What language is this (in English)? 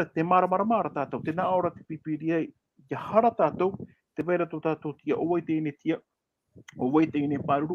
Tahitian